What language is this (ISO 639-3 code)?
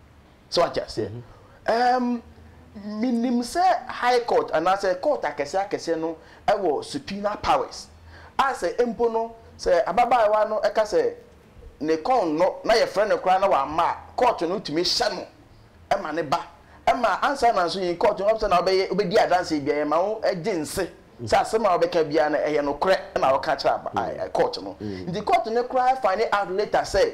aka